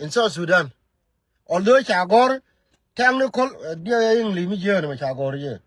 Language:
Nuer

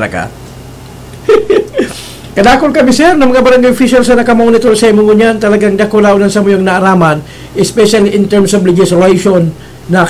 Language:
Bikol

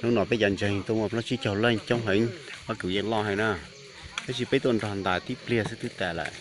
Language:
Hmong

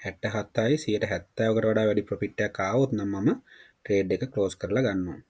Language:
Sinhala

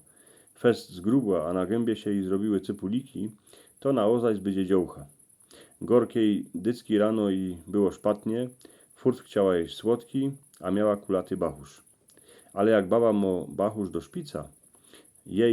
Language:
Silesian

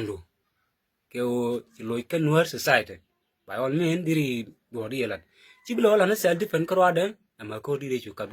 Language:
Nuer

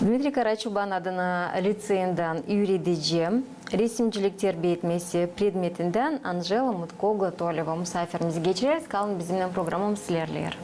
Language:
Gagauz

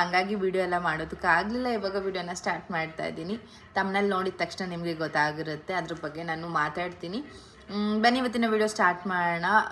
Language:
Kannada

